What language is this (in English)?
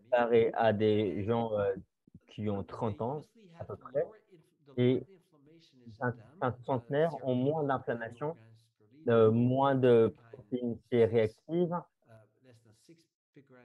French